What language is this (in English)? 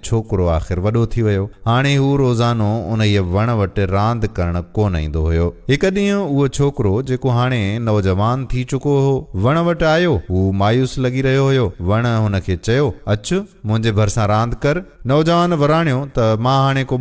Sindhi